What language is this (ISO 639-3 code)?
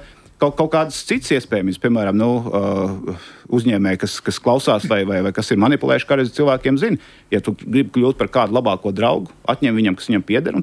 lav